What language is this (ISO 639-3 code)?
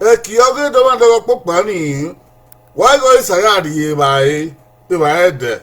bin